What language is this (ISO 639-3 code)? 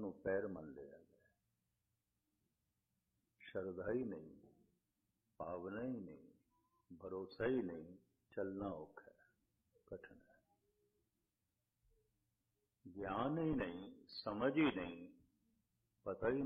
pan